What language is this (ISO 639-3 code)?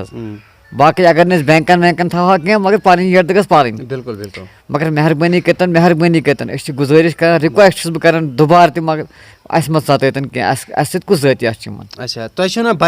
kas